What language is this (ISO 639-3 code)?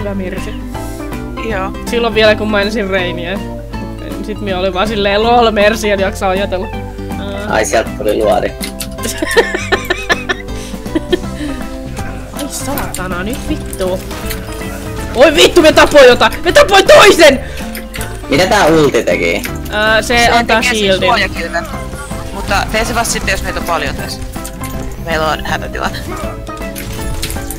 fin